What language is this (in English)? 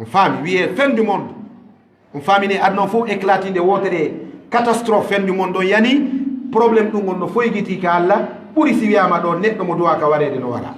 Fula